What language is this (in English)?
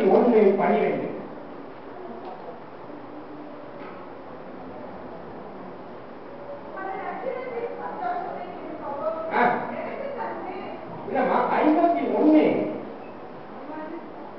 Tamil